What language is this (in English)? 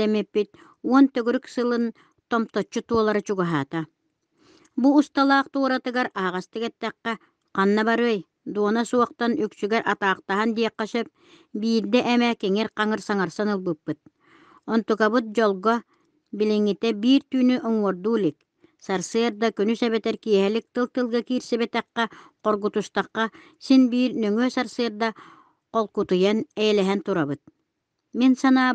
Yakut